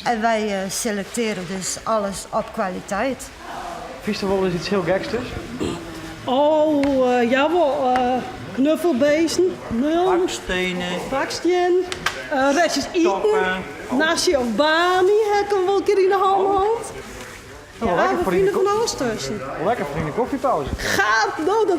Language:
Western Frisian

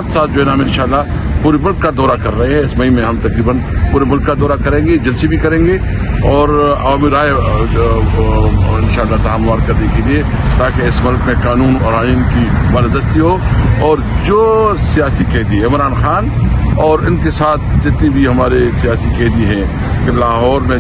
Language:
Urdu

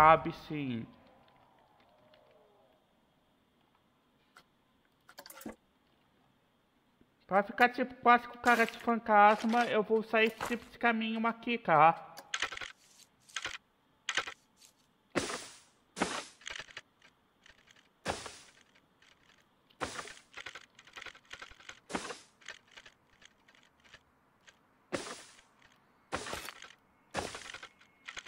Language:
Portuguese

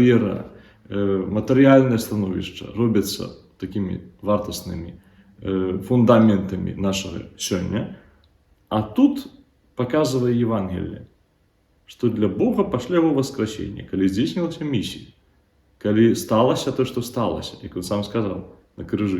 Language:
Belarusian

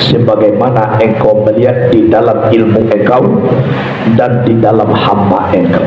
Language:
Minangkabau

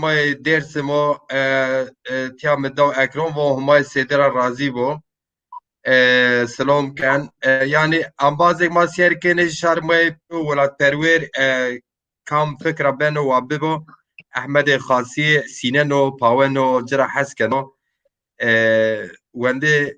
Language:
Zaza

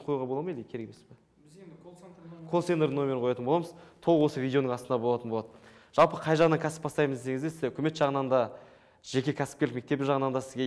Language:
Kazakh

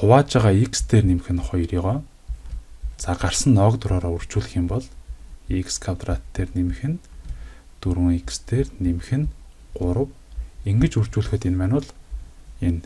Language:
Mongolian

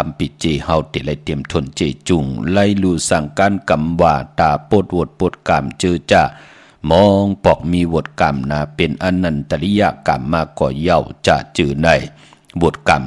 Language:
Shan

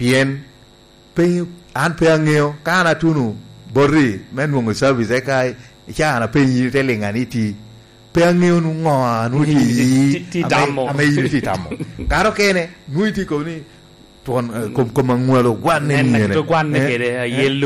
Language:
Lango (Uganda)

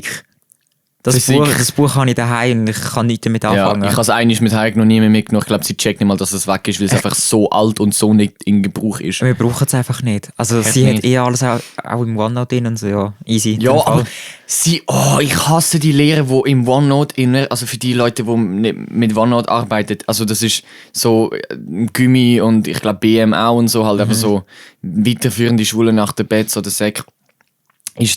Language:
Swiss German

